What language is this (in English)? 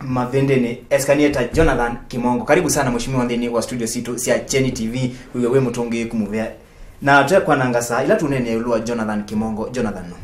Kamba